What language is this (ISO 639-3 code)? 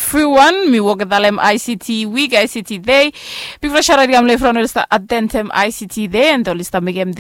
bis